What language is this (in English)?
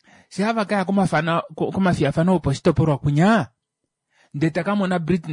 Kuanyama